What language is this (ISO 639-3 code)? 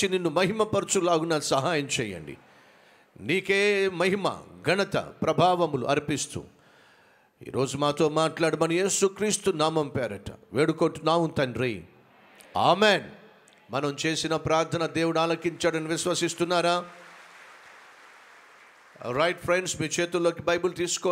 tel